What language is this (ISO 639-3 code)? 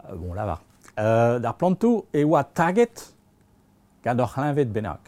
bre